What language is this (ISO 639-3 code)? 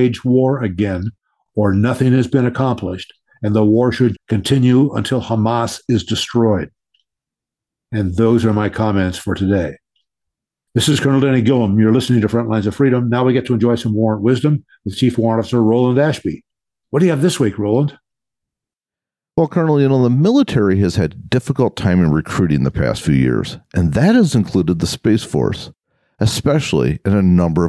eng